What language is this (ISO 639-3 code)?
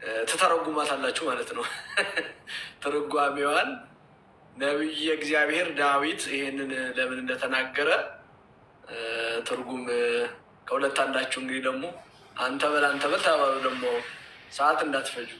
amh